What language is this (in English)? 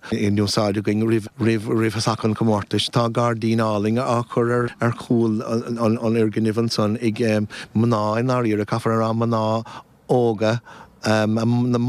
Irish